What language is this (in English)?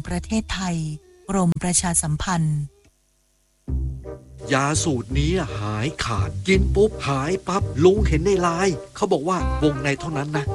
Thai